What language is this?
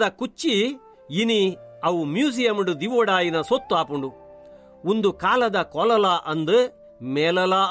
Tulu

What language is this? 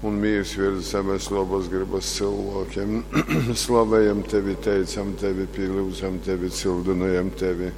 Latgalian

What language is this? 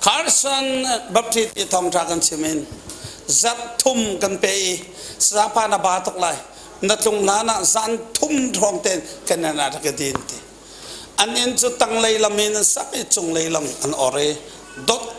Hakha Chin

